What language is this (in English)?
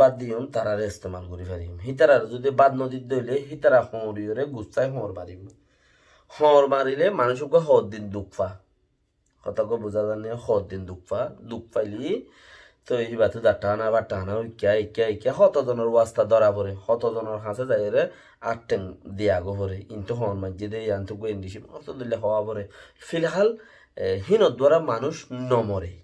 Rohingya